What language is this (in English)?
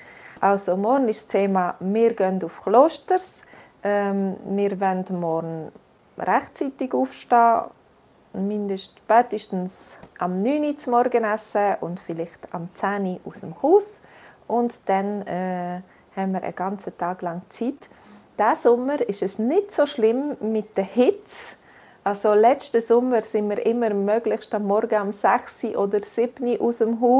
Swiss German